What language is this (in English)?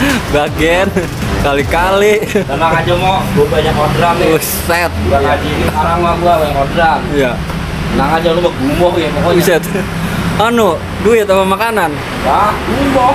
Betawi